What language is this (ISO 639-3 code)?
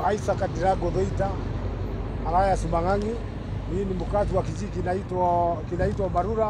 swa